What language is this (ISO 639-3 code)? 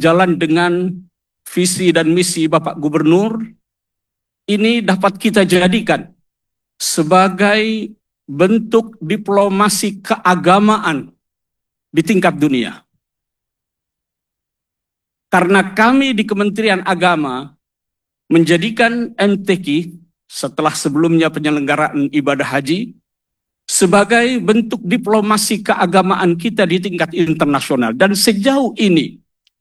ind